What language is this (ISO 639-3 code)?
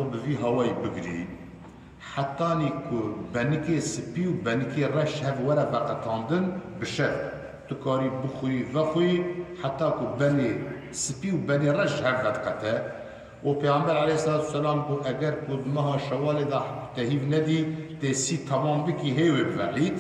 kur